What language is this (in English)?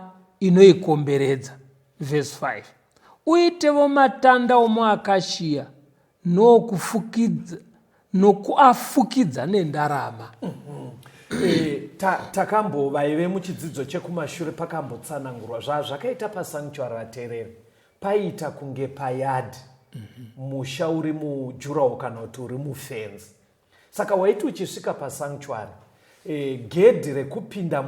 Shona